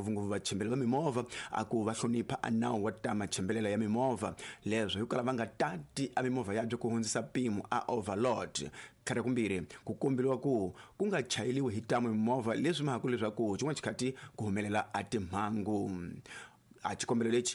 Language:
Tsonga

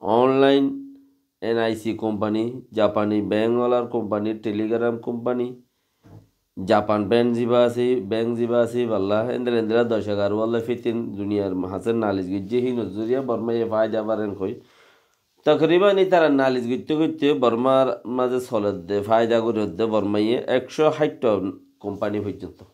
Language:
Rohingya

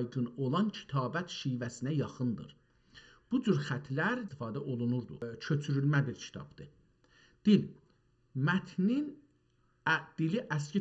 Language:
South Azerbaijani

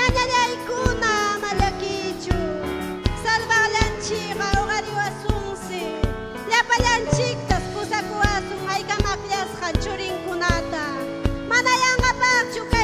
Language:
Ayacucho Quechua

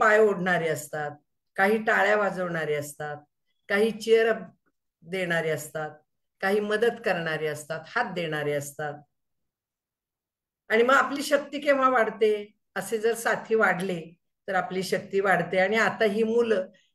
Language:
Marathi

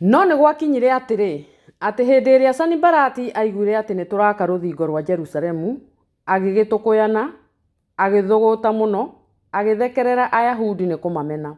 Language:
Kikuyu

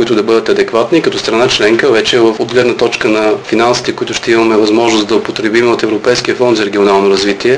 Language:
Bulgarian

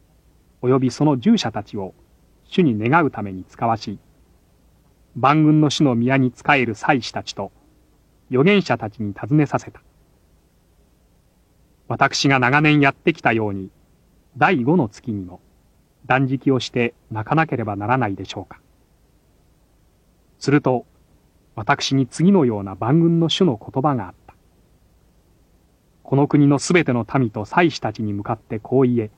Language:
Japanese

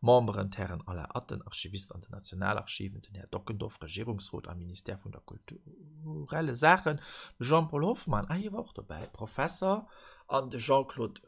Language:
Luxembourgish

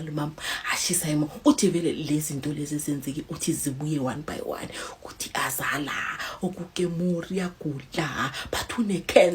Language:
Zulu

